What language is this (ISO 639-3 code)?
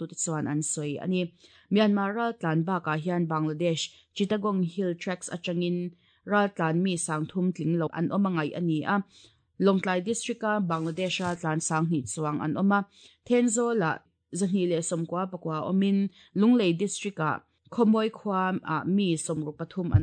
lus